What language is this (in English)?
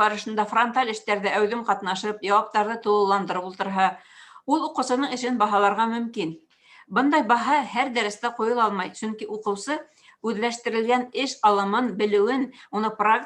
Bashkir